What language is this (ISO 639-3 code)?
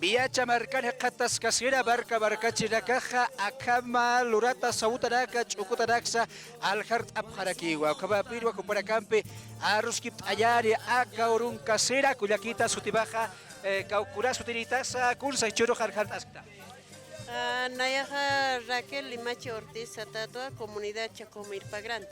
aym